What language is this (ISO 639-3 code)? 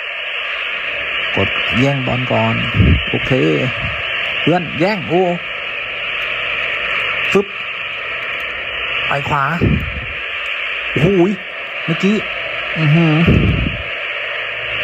tha